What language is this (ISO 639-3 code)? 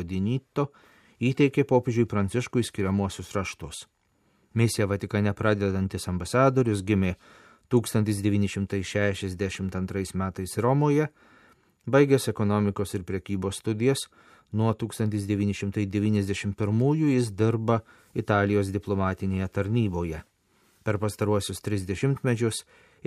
lit